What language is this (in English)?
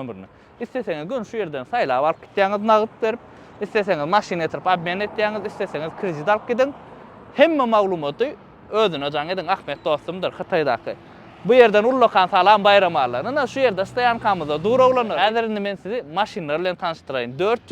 Turkmen